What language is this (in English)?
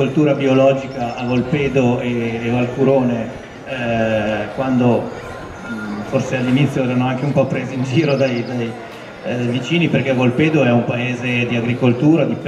Italian